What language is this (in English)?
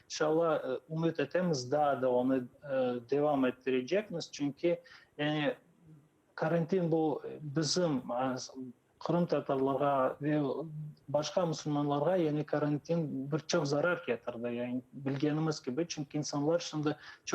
Crimean Tatar